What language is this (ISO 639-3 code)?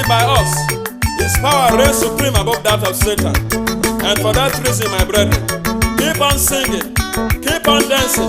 urh